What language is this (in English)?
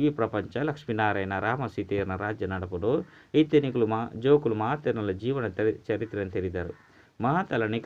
Tulu